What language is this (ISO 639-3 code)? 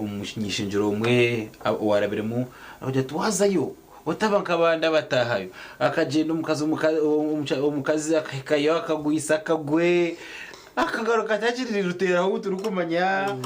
nyn